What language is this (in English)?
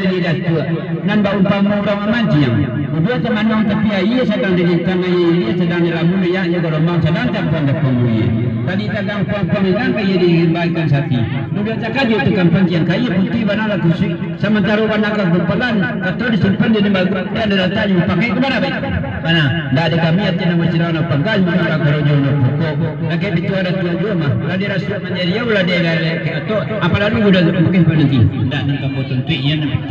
Minangkabau